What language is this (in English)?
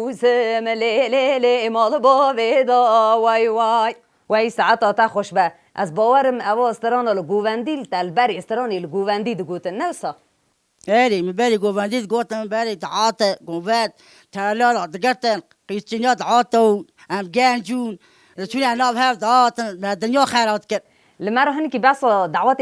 Kurdish